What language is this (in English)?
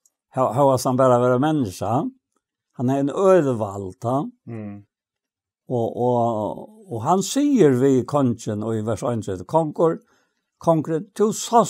Faroese